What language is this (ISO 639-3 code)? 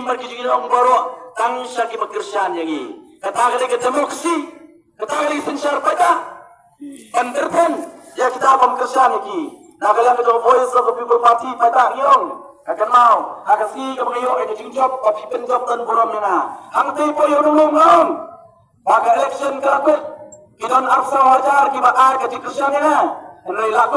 kha